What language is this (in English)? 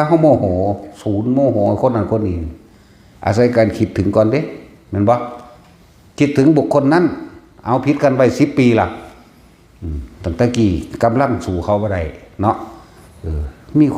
Northeastern Thai